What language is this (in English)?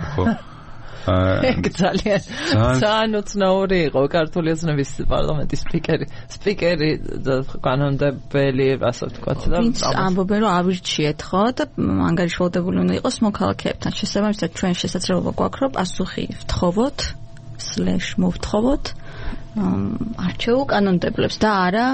Georgian